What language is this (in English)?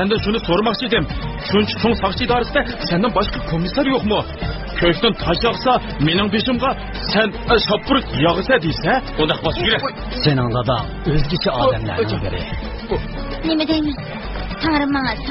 Uyghur